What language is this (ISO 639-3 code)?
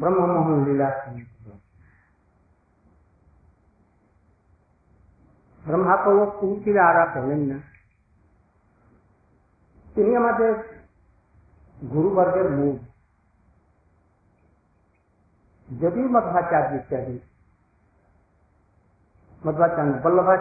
ben